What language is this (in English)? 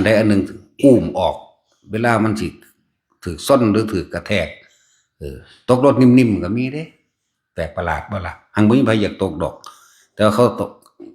Northeastern Thai